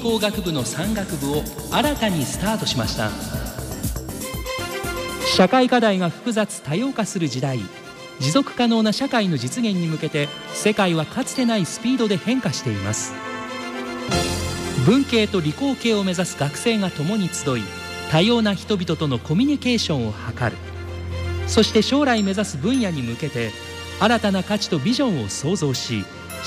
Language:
Japanese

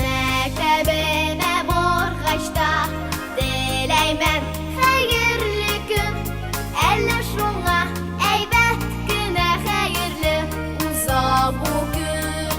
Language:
Bashkir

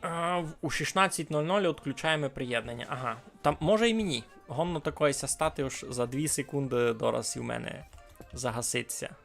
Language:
Rusyn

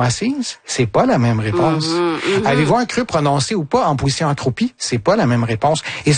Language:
French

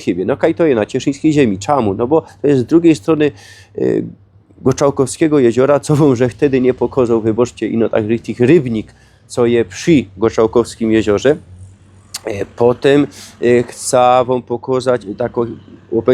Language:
Silesian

